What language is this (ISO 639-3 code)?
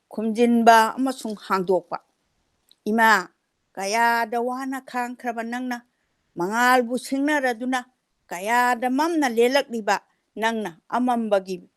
mni